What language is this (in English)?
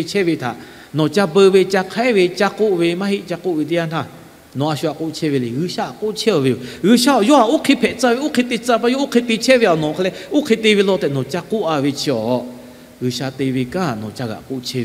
Lahu